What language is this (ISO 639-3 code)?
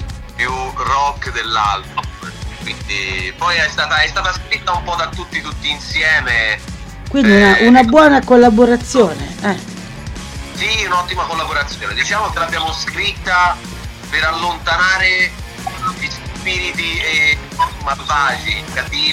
ita